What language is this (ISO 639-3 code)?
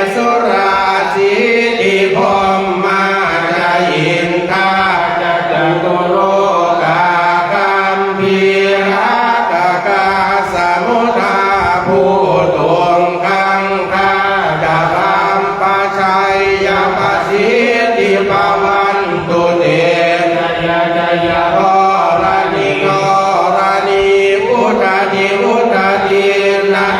pli